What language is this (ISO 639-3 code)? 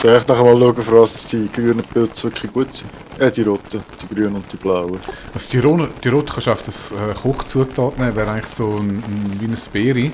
gsw